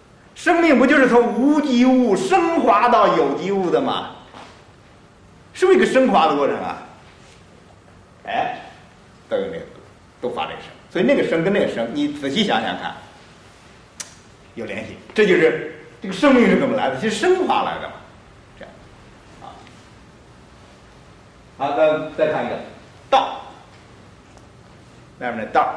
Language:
Chinese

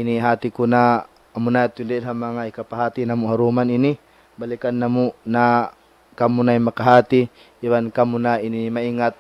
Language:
Tausug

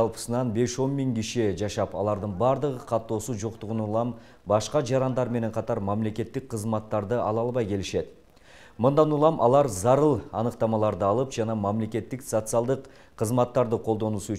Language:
Kyrgyz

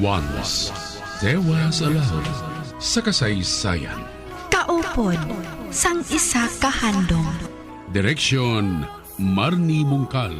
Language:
Hiligaynon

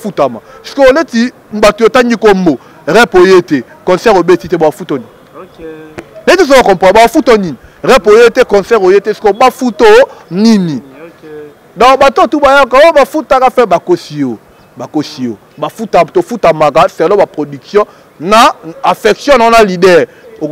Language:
Lingala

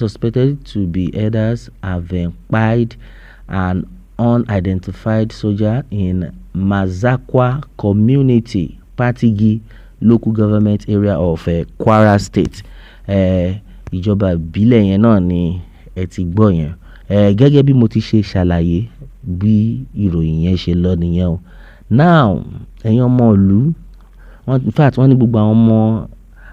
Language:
Yoruba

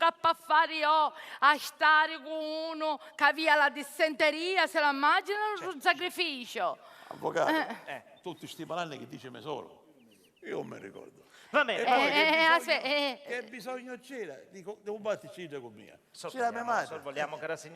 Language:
Sicilian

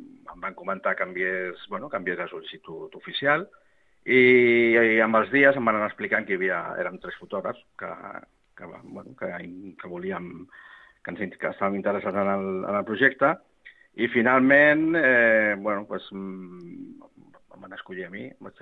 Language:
Catalan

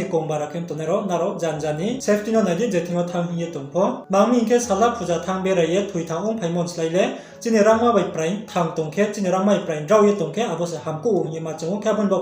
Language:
Riang (India)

